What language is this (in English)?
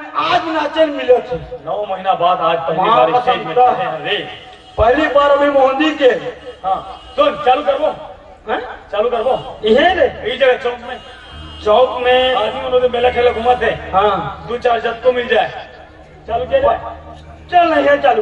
Chhattisgarhi